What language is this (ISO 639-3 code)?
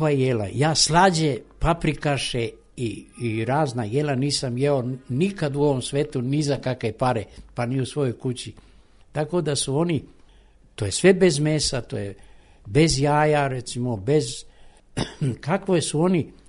srp